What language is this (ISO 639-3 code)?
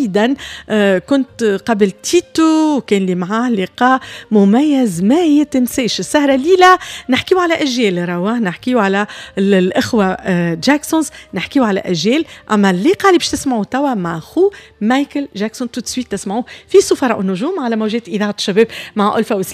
aeb